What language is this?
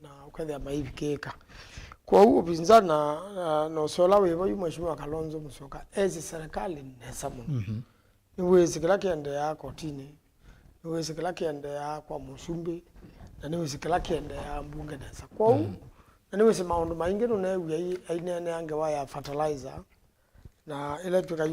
Kamba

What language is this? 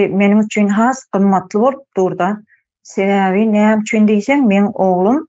Turkmen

